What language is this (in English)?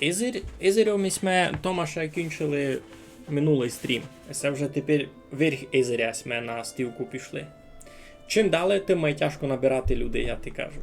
Rusyn